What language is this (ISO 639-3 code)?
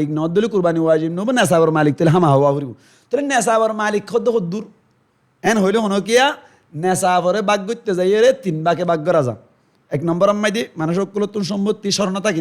rhg